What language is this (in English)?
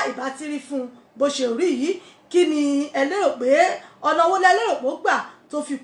Yoruba